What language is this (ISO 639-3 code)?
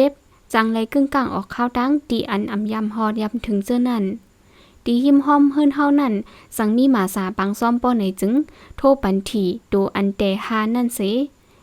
shn